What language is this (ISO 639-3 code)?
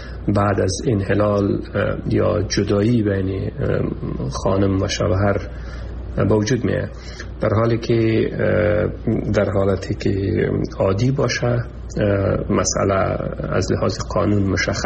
fas